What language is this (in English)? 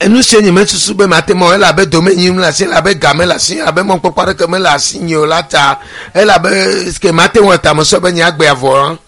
Ewe